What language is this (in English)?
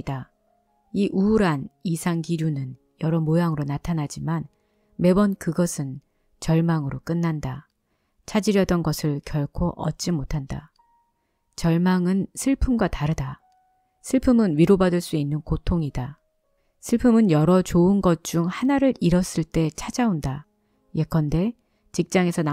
Korean